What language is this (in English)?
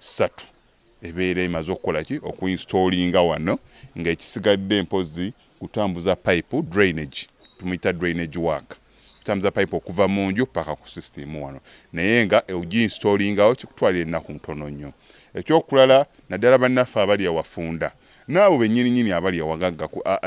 Ganda